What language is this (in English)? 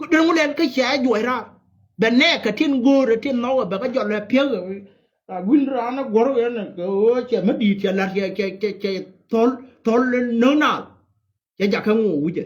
Nuer